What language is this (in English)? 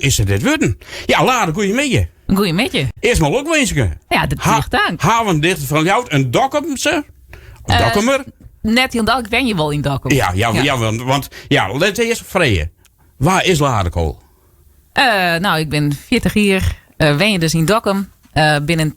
Western Frisian